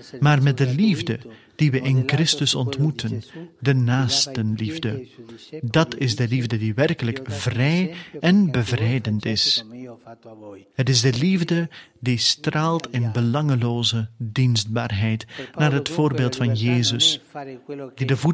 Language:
Dutch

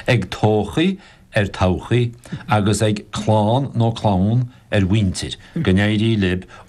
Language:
Irish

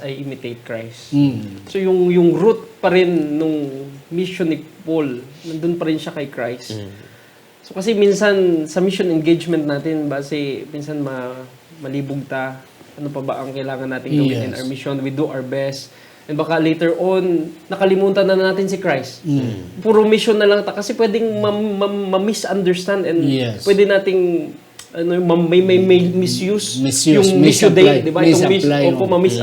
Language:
Hiligaynon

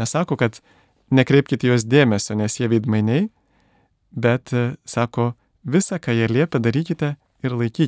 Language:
Lithuanian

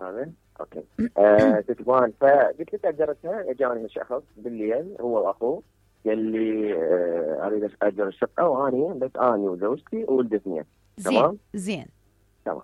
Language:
Mesopotamian Arabic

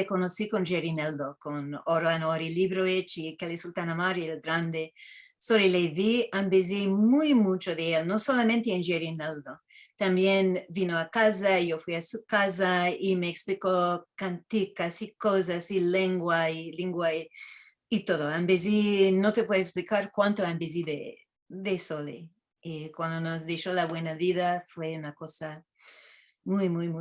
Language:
Ladino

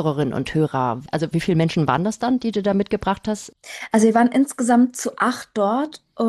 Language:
German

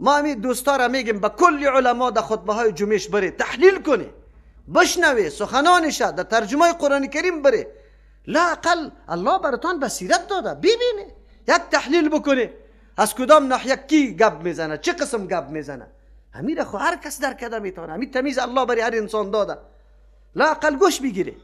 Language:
Persian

